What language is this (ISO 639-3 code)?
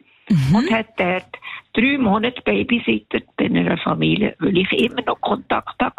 deu